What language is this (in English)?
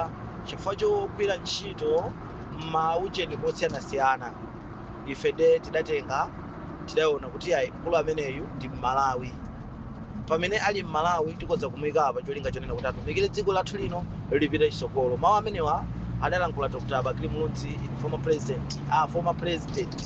Nyanja